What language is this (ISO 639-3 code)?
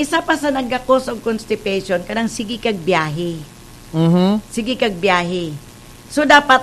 ceb